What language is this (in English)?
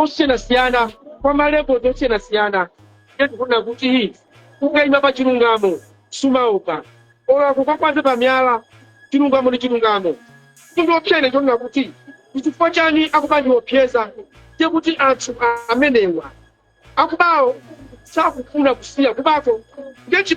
Nyanja